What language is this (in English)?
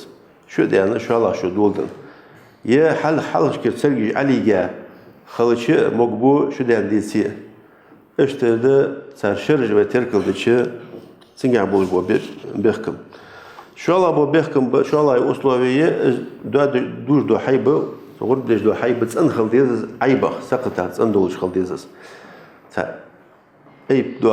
Ingush